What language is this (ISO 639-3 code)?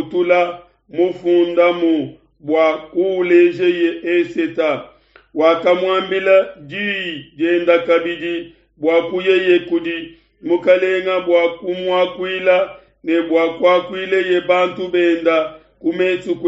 lua